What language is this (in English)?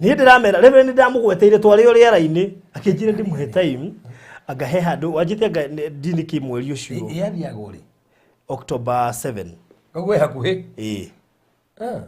Kikuyu